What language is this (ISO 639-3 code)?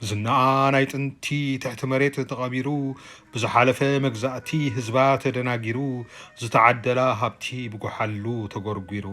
tir